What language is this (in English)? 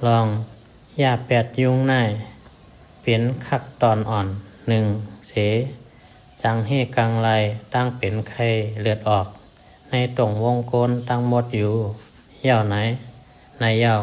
Shan